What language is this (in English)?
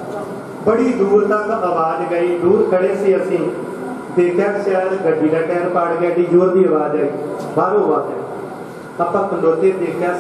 Punjabi